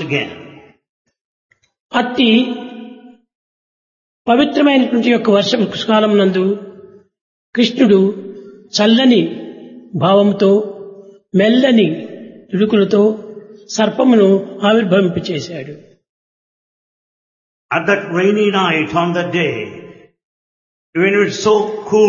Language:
Telugu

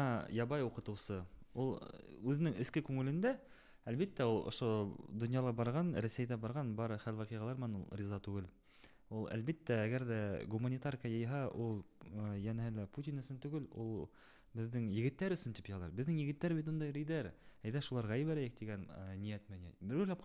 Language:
Bashkir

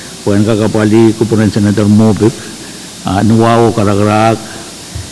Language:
Pohnpeian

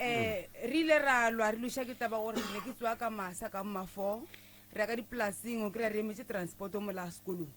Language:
Northern Sotho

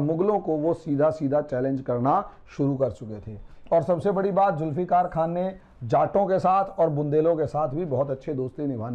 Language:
Hindi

